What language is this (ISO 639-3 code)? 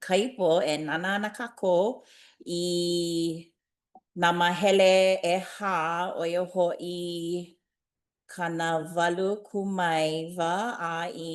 haw